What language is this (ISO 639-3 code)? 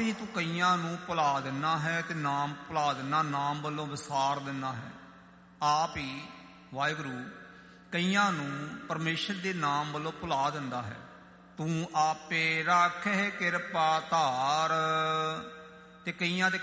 pan